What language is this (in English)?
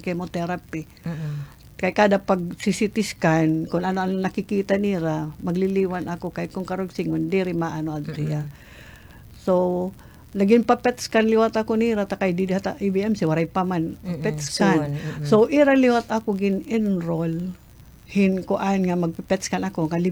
Waray